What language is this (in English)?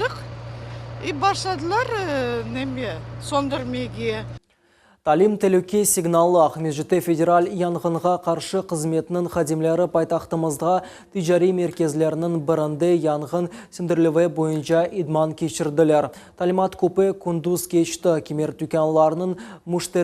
Crimean Tatar